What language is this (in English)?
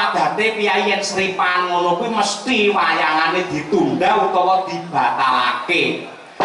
Javanese